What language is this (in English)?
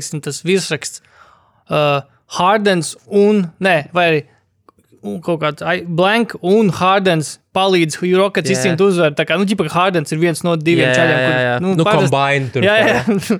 Latvian